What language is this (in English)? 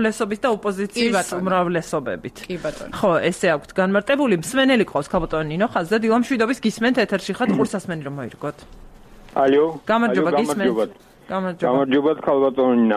Georgian